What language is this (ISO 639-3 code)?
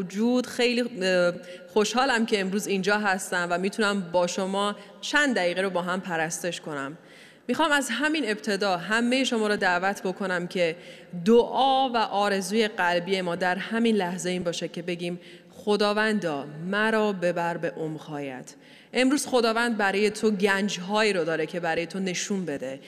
fas